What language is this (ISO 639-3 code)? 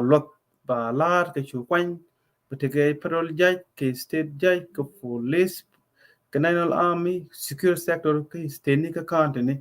nus